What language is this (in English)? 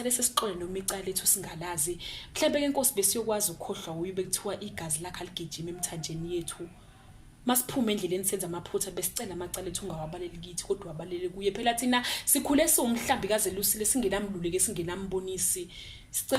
Zulu